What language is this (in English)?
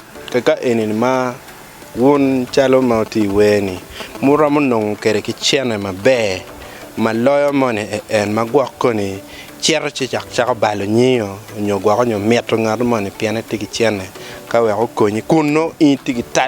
Acoli